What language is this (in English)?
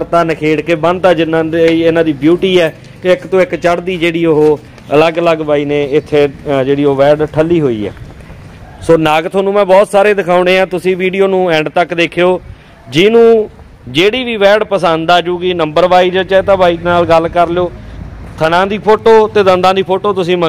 Punjabi